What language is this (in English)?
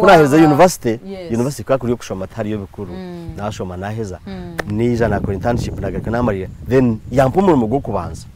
Nyankole